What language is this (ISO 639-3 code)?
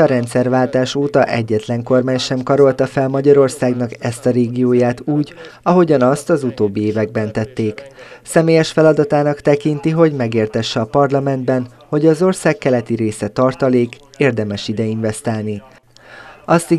hun